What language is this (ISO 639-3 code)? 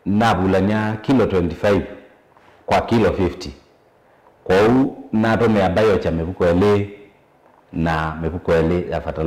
kam